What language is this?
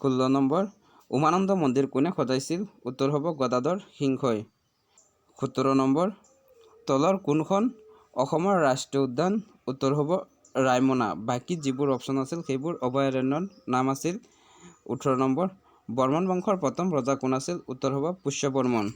Assamese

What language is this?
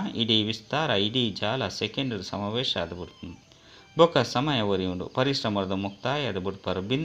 Tulu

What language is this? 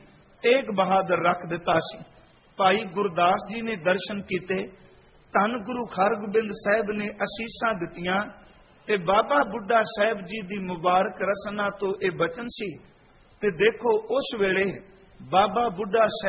Punjabi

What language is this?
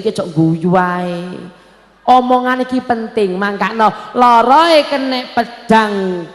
Javanese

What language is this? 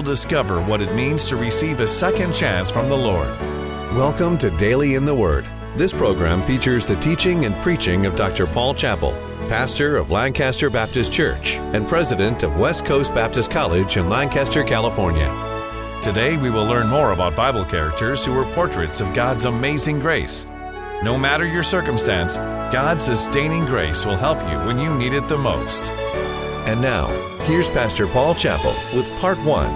English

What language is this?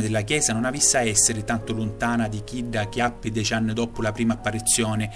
Sicilian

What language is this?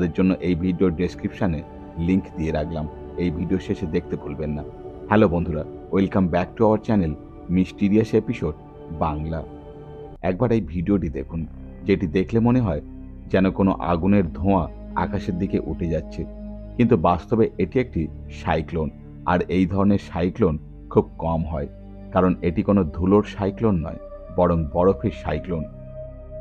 Bangla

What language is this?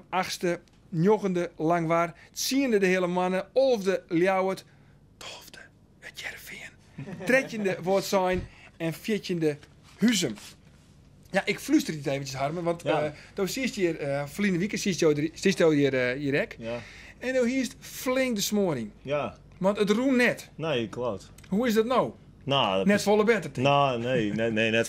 Western Frisian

